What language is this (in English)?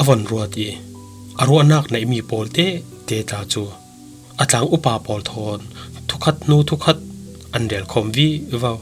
Falam Chin